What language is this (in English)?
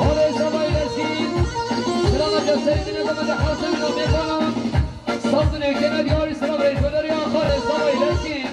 Kurdish